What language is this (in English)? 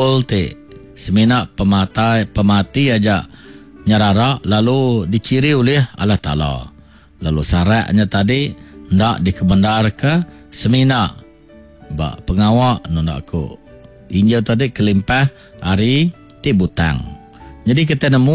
Iban